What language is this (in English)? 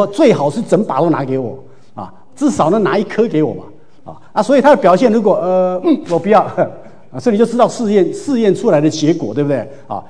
Chinese